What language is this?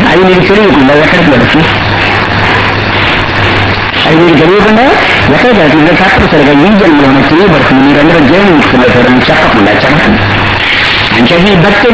Telugu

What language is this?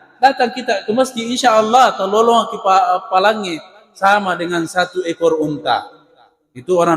Buginese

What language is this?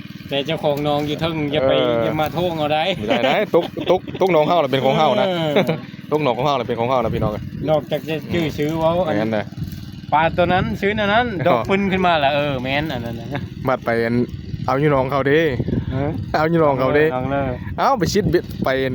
Northeastern Thai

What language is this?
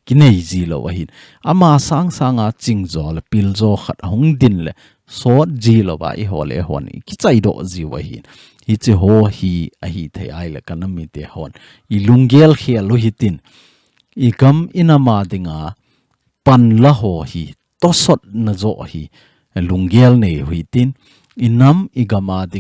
Thado Chin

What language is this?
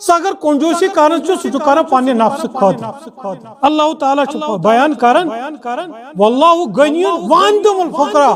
Kashmiri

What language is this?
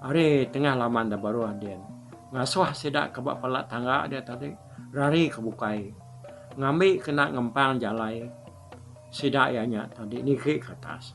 Iban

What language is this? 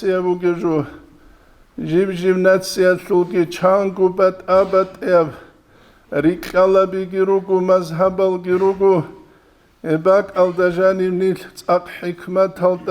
Avaric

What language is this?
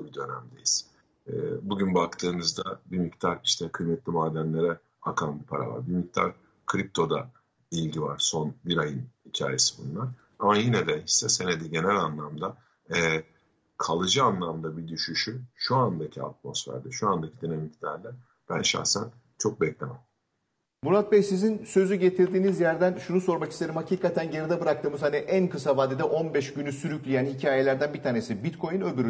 Turkish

